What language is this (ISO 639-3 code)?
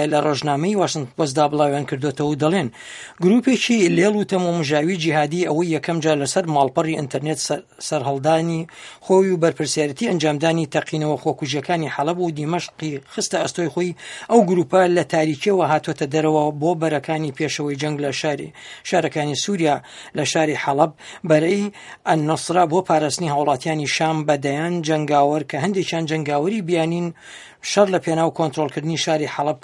ckb